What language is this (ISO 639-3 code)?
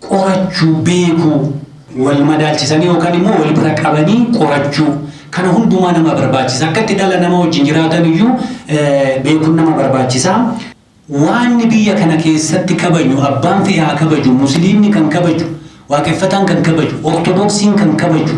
orm